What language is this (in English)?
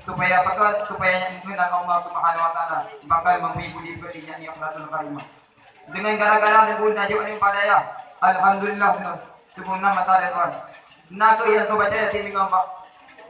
Achinese